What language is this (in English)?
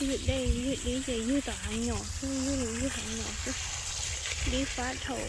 Hmong